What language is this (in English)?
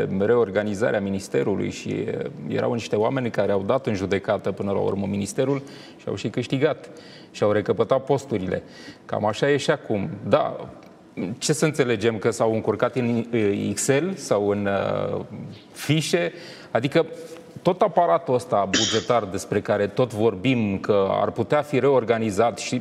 Romanian